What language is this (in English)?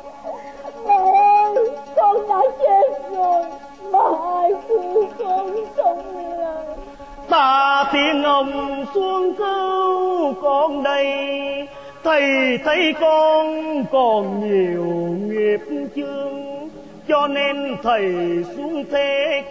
Vietnamese